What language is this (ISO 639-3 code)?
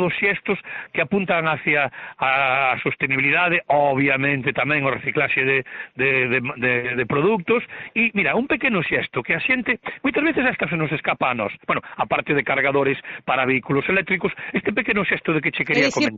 glg